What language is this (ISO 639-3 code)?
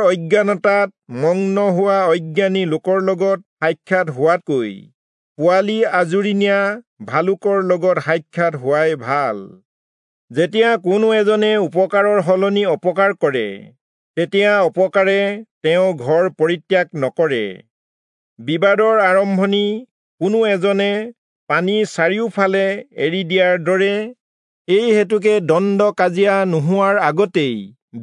asm